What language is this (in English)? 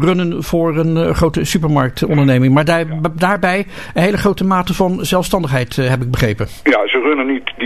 Dutch